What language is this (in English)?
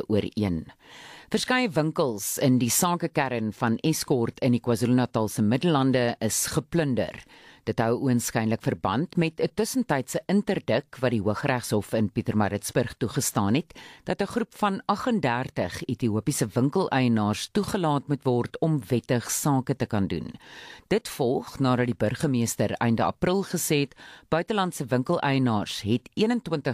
Afrikaans